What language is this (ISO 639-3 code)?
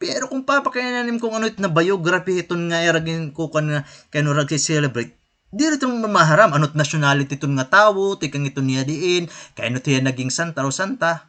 war